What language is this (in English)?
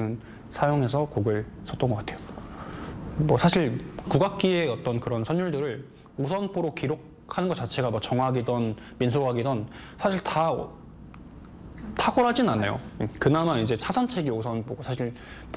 Korean